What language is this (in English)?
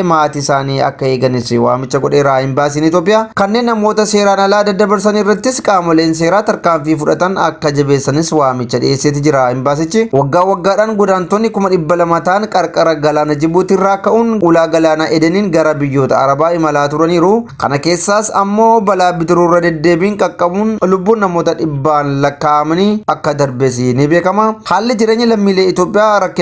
Oromo